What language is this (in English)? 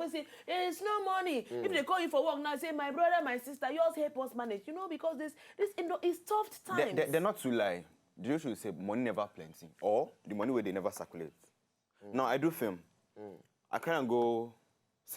Nigerian Pidgin